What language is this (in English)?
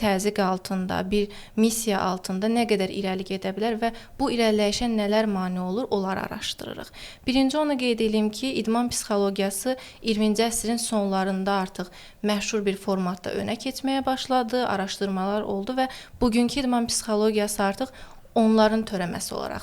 Azerbaijani